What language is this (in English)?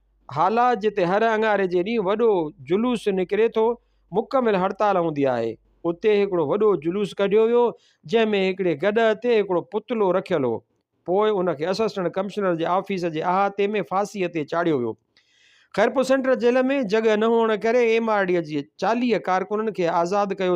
Sindhi